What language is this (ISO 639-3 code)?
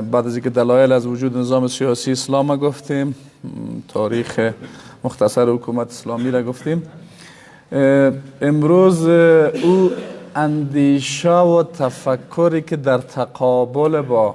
fas